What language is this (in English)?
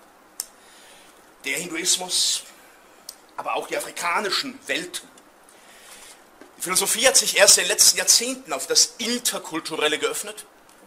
German